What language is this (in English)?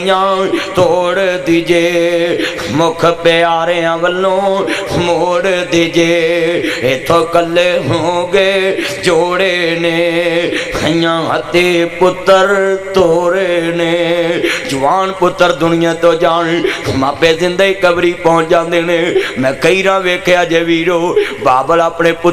Western Panjabi